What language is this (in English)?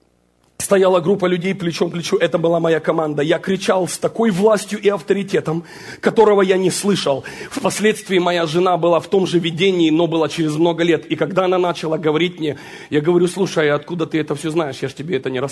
Russian